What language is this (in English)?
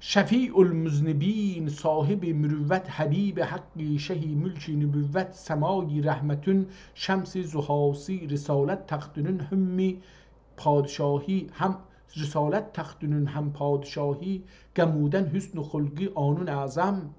South Azerbaijani